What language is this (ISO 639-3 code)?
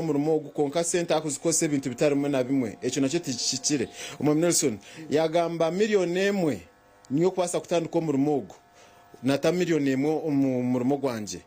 nyn